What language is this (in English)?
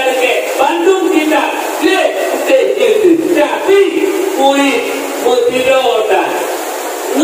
Achinese